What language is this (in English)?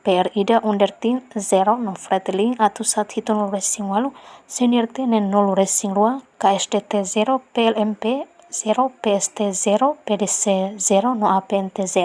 Tetum